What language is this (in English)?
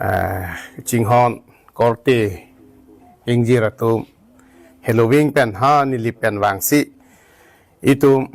Karbi